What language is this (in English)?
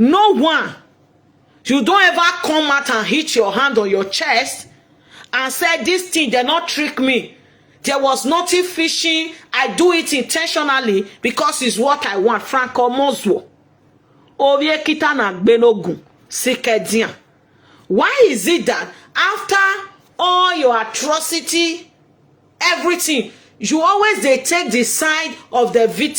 Nigerian Pidgin